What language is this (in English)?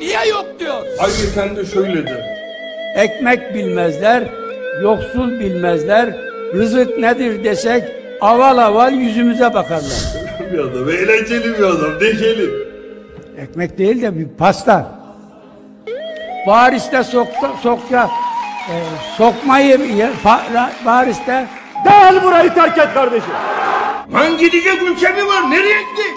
Turkish